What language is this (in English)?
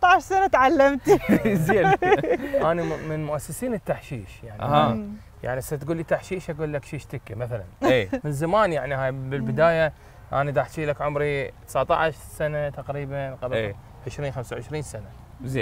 Mesopotamian Arabic